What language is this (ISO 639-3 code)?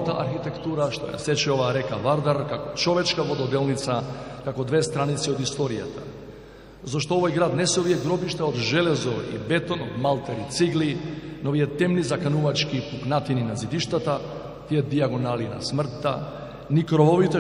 mkd